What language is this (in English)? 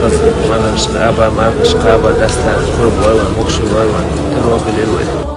Chechen